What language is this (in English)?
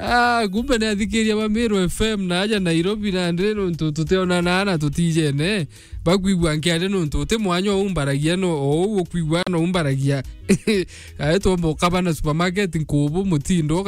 Meru